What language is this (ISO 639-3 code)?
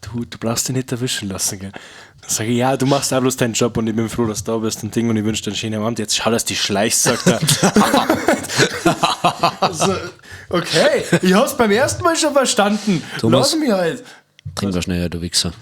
bar